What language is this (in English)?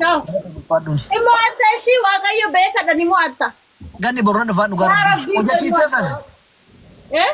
Oromo